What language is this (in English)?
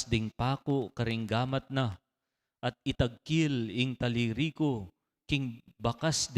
Pampanga